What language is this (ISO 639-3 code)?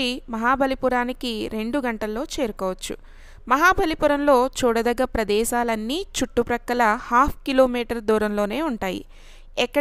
tel